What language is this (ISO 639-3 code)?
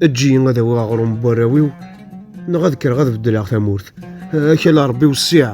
kab